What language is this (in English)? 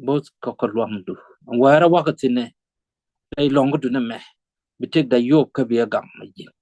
Nuer